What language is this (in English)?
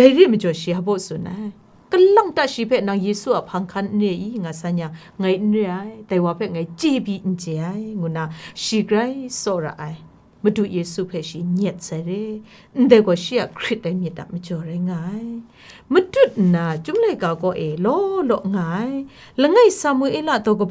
Kachin